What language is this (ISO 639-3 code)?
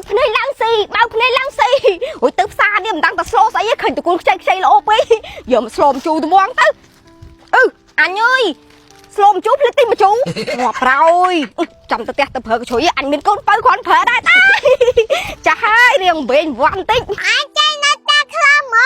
khm